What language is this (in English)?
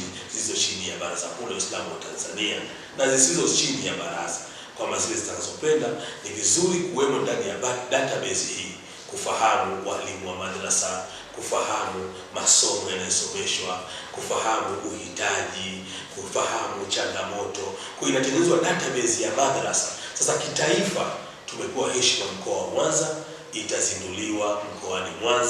Swahili